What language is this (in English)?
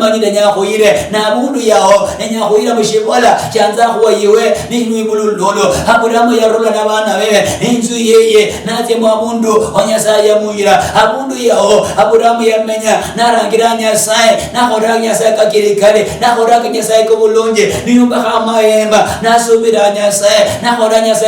Luyia